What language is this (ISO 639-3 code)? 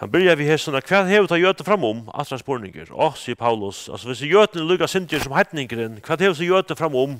fao